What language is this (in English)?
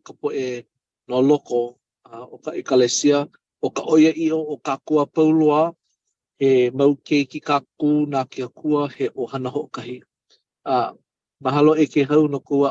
Hawaiian